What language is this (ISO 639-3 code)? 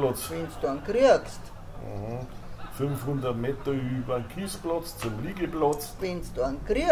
bar